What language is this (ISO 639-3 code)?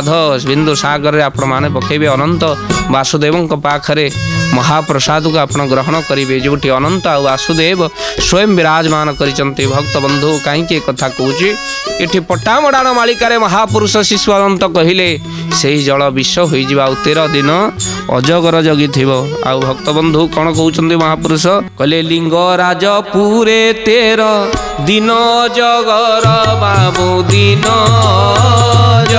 ori